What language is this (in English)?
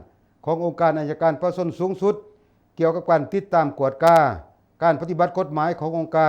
Lao